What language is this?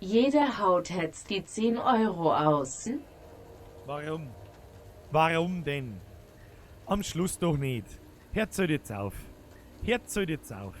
Bavarian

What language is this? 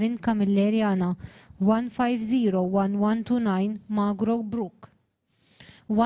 English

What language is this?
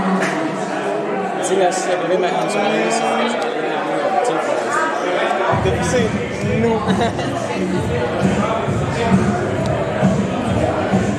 Danish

